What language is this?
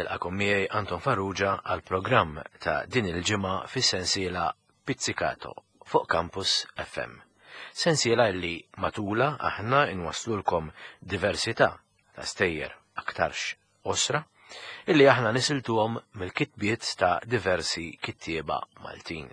Maltese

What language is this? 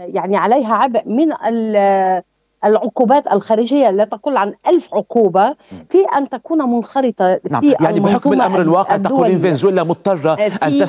Arabic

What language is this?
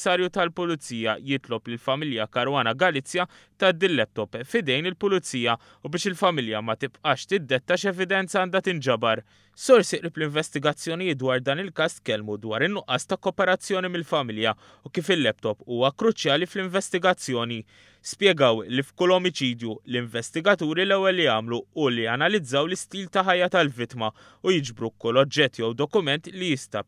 Maltese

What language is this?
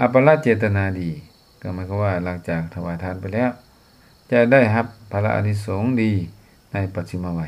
Lao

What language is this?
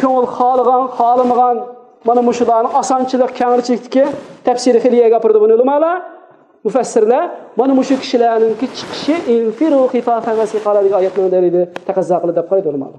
Uyghur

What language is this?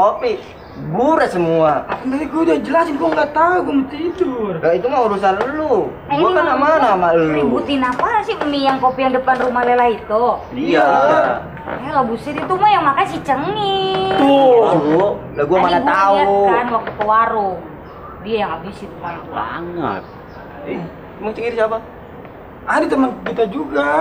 Betawi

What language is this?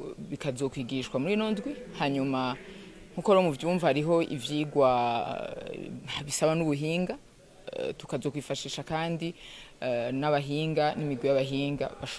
Rundi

